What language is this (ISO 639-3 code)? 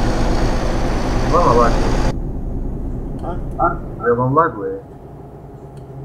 hrv